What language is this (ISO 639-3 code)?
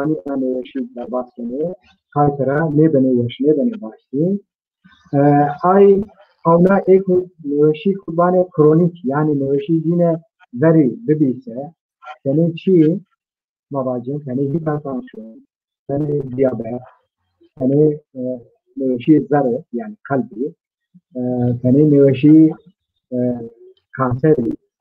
zza